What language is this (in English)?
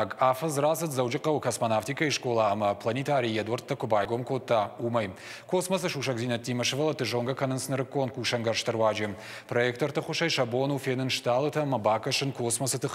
Ossetic